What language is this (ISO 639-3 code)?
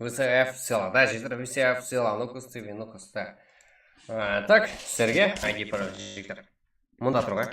kaa